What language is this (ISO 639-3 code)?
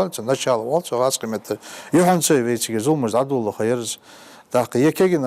inh